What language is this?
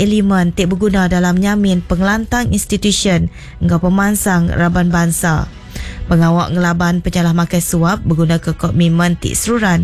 Iban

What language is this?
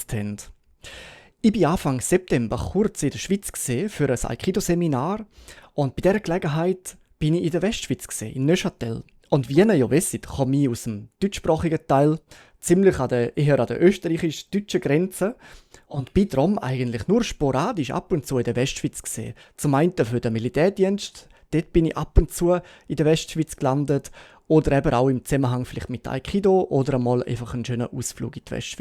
Swiss German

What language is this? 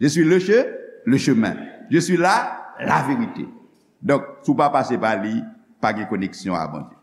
Haitian Creole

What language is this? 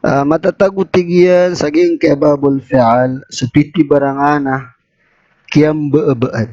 Maranao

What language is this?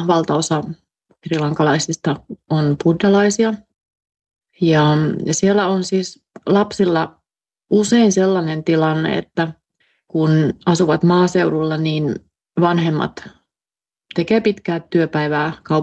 Finnish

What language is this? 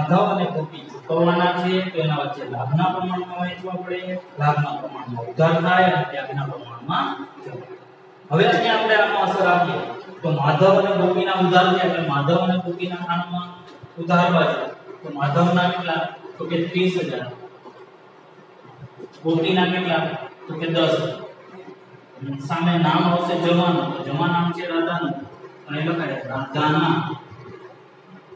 Gujarati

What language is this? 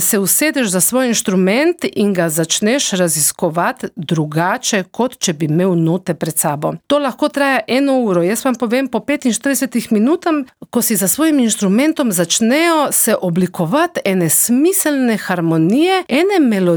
Slovenian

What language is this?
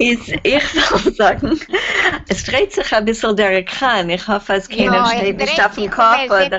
Yiddish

